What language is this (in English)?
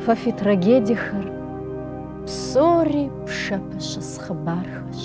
Kabardian